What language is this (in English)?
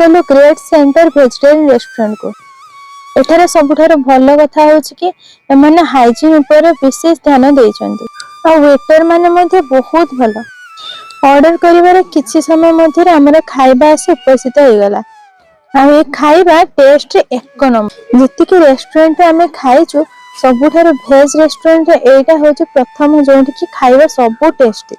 Odia